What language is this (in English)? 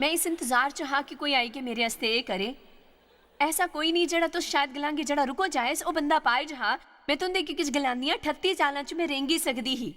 Dogri